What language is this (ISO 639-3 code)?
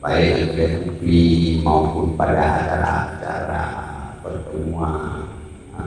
ace